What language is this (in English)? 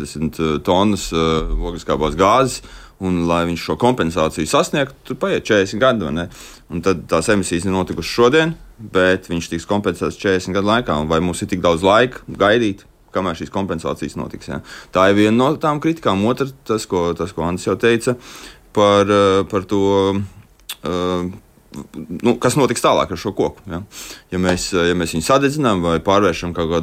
Latvian